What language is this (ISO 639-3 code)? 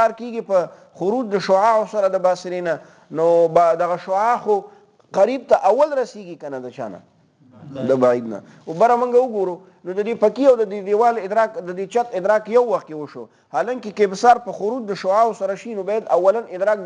pus